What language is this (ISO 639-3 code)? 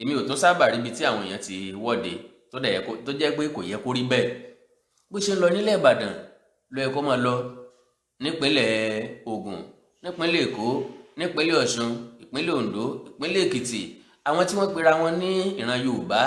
yor